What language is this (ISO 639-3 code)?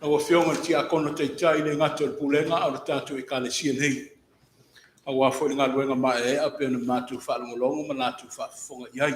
smo